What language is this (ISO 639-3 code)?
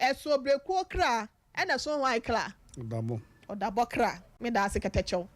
aka